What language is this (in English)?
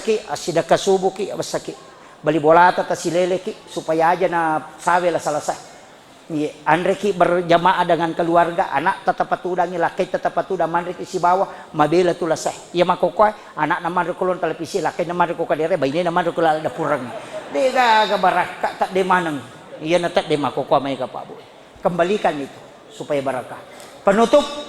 Buginese